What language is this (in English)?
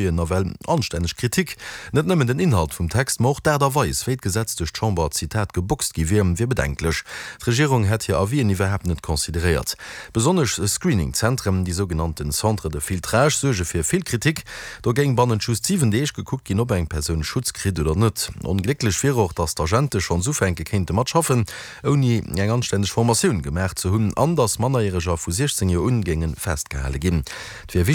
Luxembourgish